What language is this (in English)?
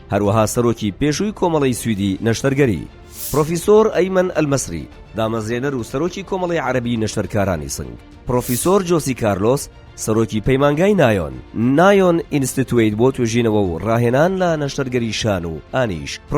Central Kurdish